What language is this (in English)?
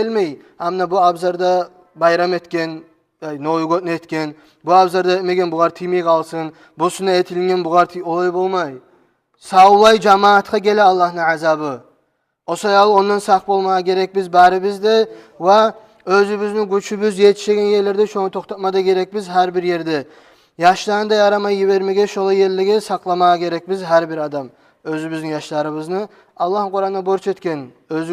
Kumyk